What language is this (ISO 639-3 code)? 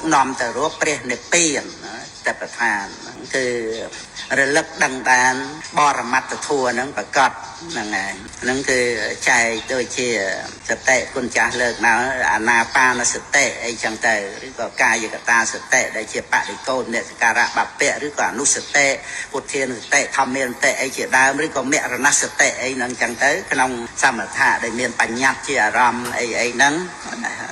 khm